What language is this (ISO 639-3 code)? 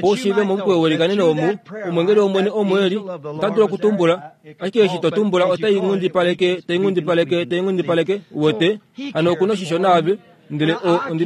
kua